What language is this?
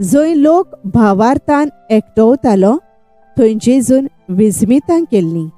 Konkani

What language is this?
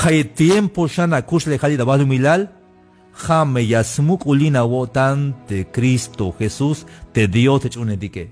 Tzeltal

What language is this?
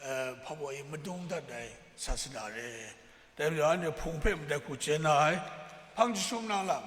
Kachin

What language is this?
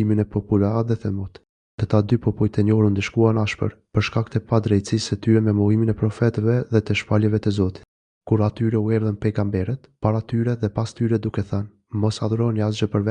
Albanian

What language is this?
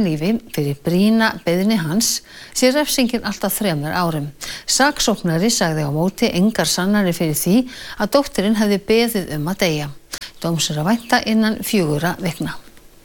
Icelandic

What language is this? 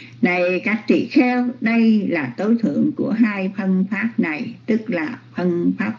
Vietnamese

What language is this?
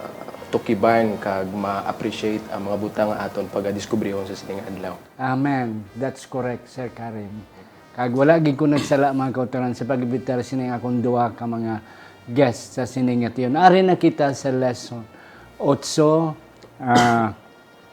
Hiligaynon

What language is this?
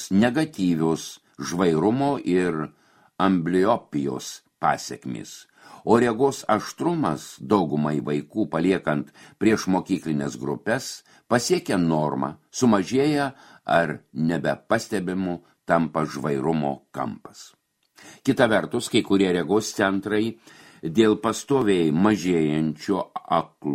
Lithuanian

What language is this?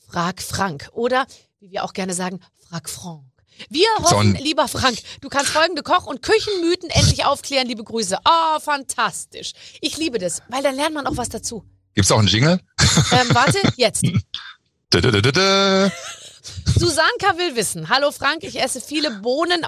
German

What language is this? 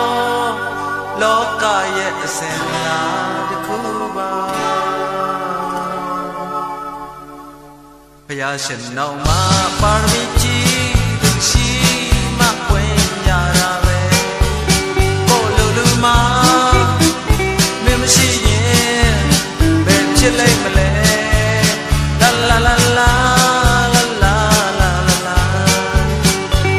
Burmese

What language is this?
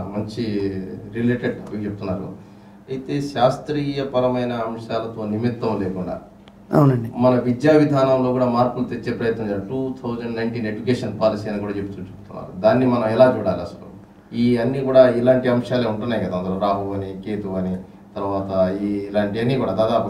Telugu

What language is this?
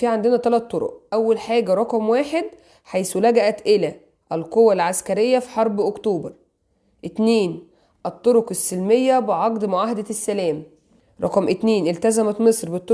Egyptian Arabic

